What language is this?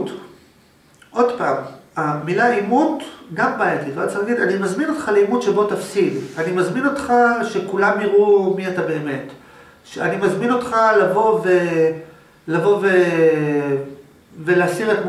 Hebrew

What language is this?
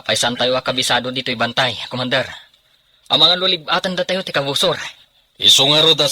Iloko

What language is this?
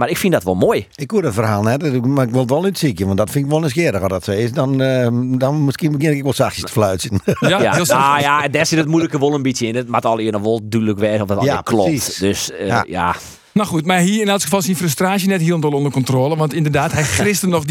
Western Frisian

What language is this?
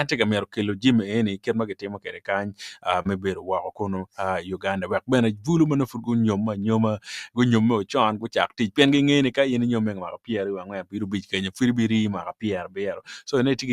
Acoli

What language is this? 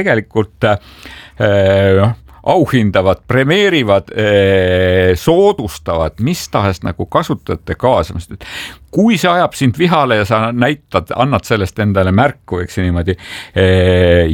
Estonian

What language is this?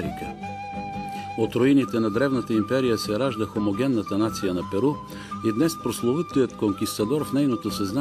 Bulgarian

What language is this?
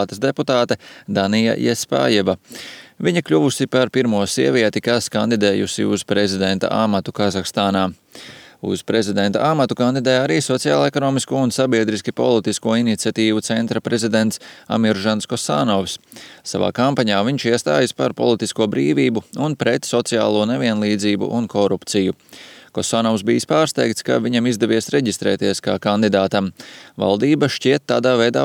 Latvian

